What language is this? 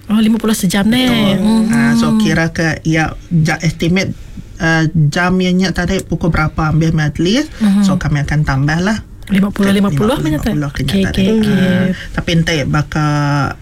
Iban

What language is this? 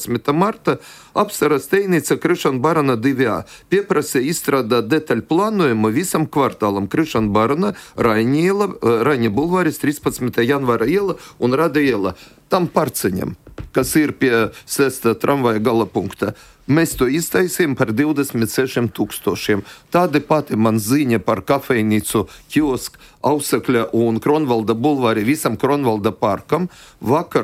Latvian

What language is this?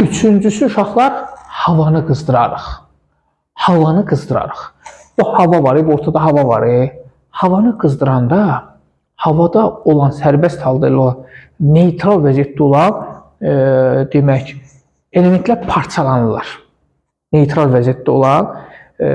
Azerbaijani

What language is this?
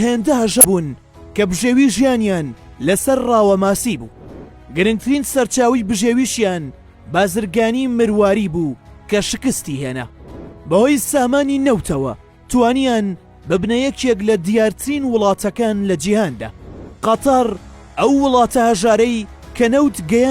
Central Kurdish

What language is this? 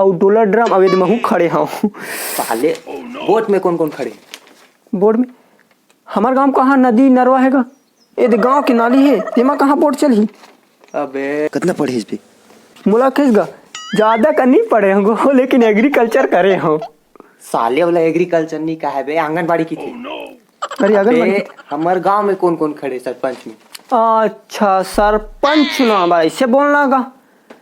Chhattisgarhi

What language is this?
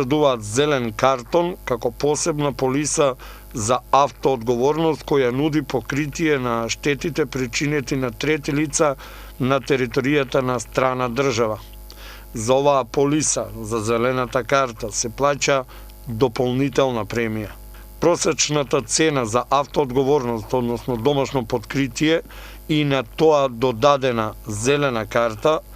Macedonian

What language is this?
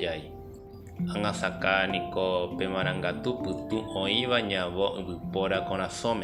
Guarani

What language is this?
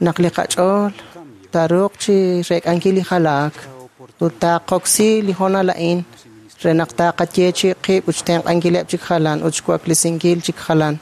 Kekchí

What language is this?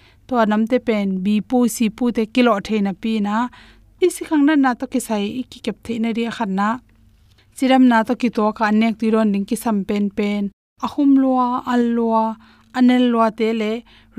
Tedim Chin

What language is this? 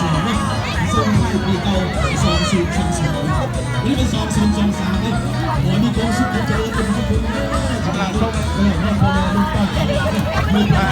Lao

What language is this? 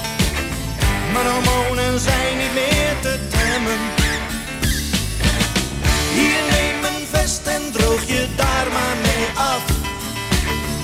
Dutch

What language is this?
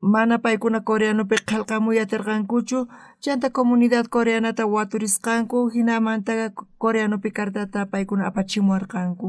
South Bolivian Quechua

